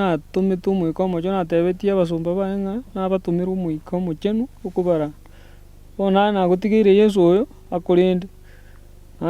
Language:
Gusii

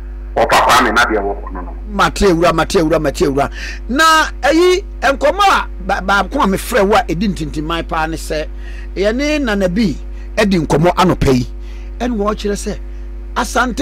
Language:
Akan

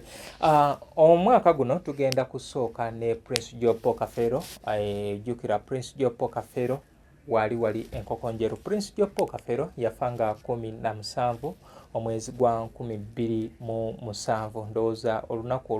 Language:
Ganda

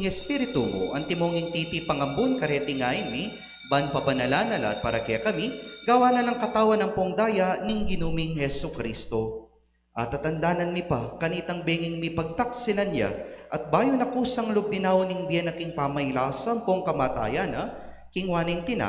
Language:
Pampanga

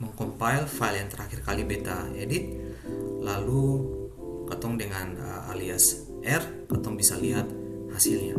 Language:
Ambonese Malay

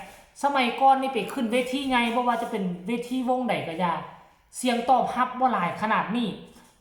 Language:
Northeastern Thai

